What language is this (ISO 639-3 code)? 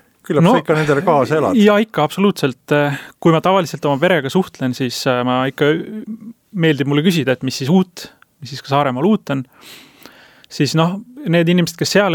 est